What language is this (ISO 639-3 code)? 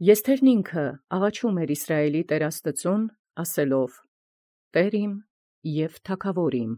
hye